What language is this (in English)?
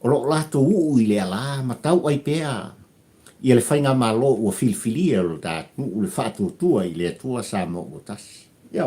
Samoan